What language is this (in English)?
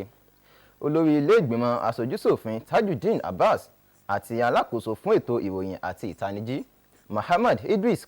Yoruba